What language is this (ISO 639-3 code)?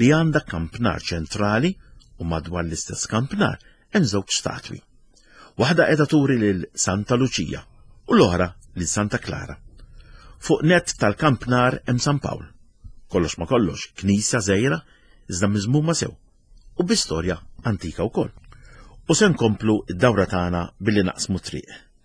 mlt